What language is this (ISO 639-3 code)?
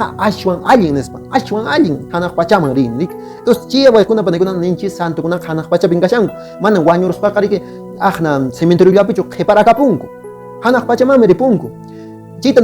que